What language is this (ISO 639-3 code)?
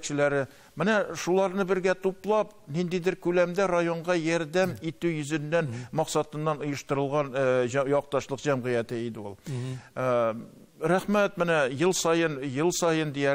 tat